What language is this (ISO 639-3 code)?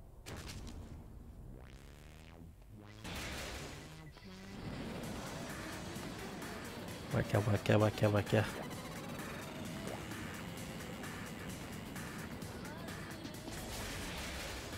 fra